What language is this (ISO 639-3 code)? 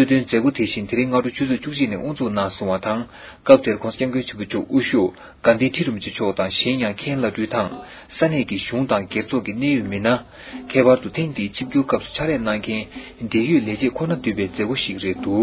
bod